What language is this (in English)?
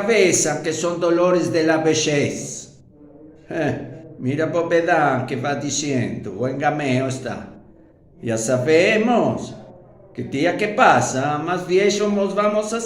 Ladino